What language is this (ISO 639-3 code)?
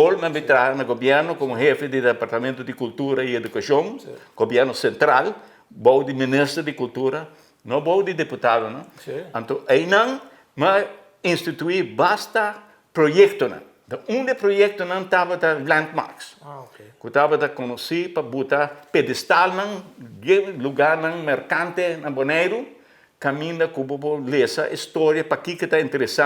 pap